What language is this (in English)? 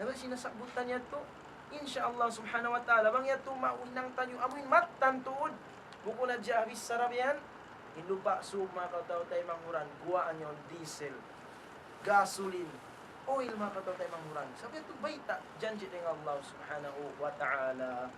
Tausug